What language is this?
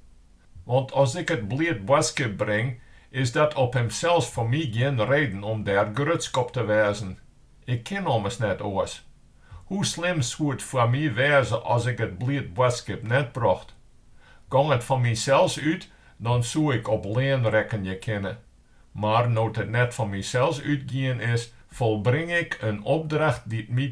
Western Frisian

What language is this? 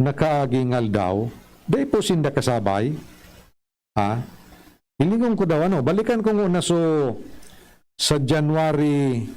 Bikol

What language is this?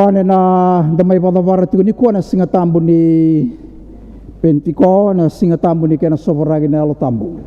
Fijian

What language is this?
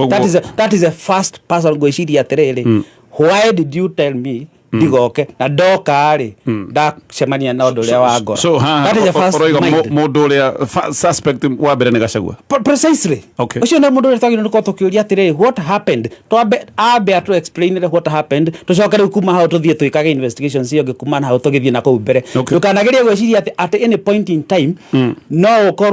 Kikuyu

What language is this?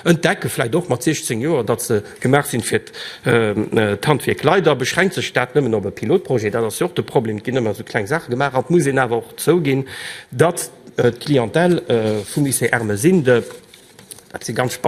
Luxembourgish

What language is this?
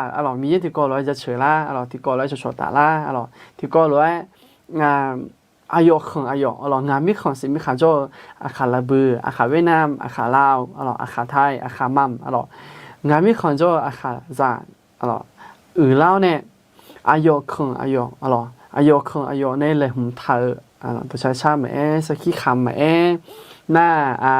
Akha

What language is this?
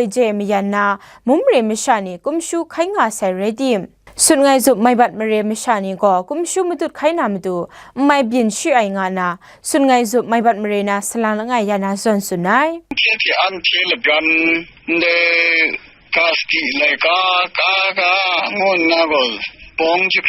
Kachin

